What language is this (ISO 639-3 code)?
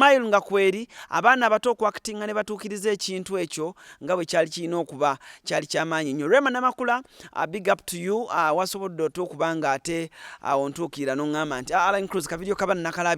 lug